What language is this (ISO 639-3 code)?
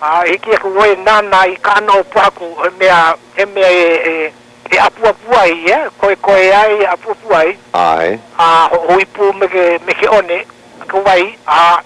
haw